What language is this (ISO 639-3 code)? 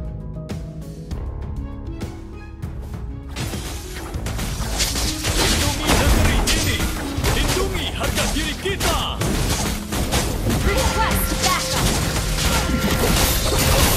ind